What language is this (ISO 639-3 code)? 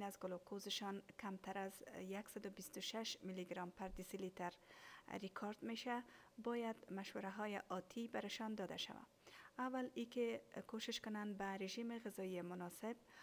fas